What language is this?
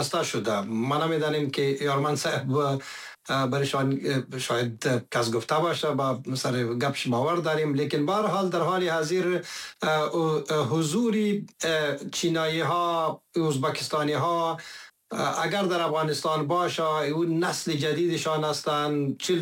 Persian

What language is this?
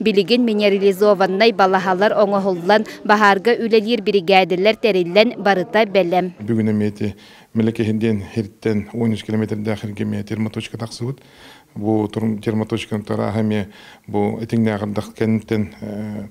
Yakut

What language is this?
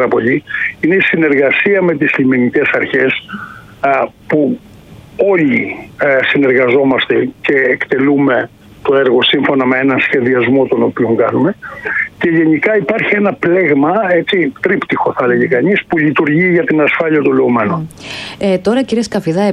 Greek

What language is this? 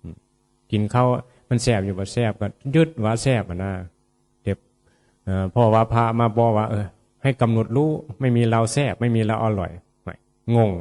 Northeastern Thai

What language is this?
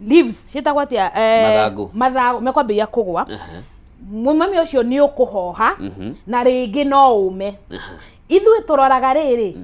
Kikuyu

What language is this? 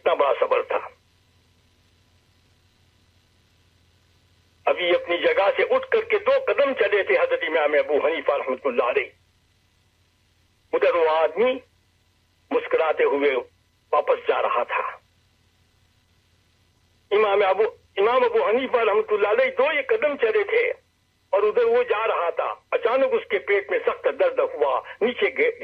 Urdu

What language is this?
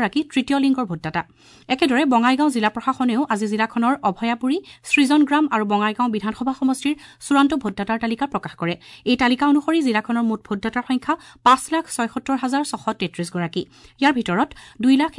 Assamese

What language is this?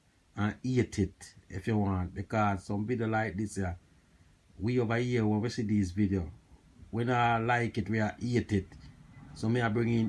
Jamaican Creole English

